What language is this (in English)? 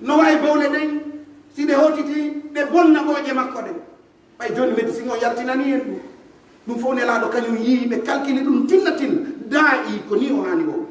Pular